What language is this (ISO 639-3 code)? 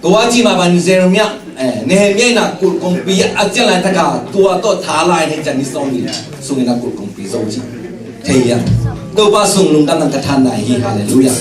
ctd